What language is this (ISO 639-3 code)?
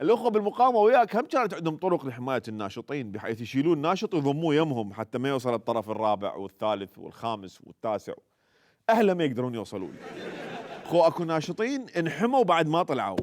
acm